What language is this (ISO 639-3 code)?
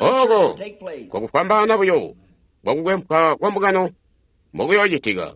toi